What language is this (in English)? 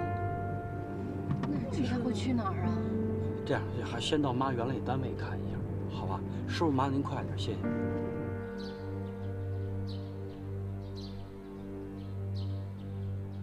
Chinese